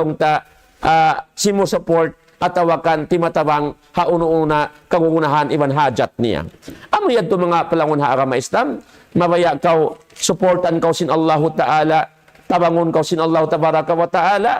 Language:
Tausug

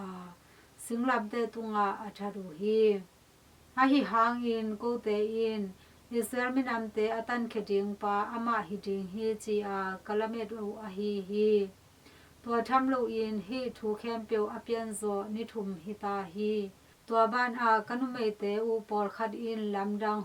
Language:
Tedim Chin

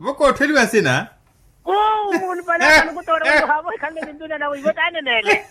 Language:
Makhuwa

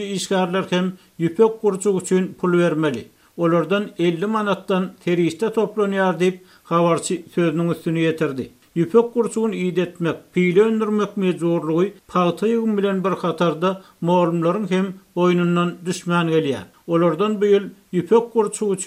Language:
Turkmen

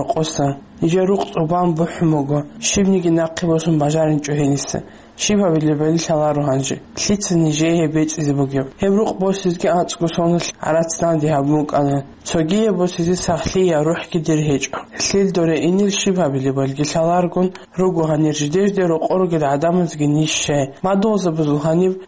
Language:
Avaric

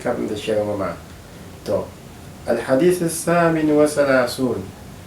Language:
Dagbani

